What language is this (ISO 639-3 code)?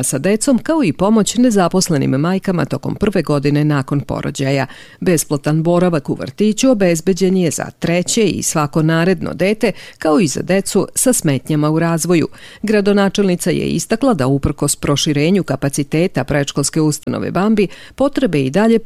srp